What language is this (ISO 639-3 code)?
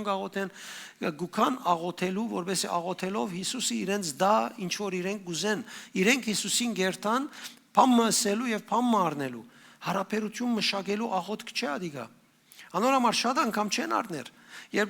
hyw